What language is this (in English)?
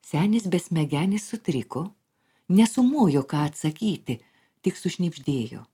Lithuanian